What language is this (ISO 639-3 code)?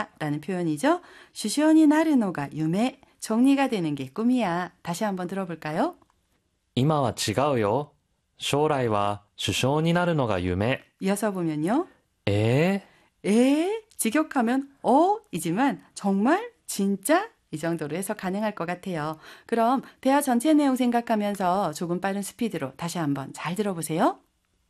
kor